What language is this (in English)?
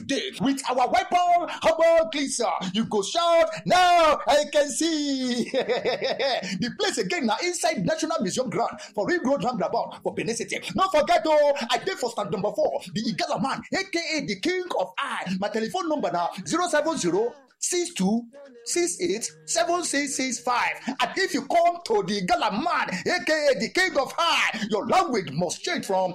Nigerian Pidgin